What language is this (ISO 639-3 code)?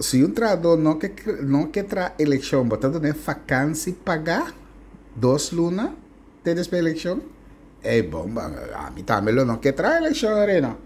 pap